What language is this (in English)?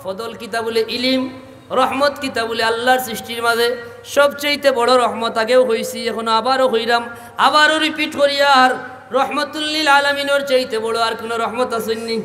Sylheti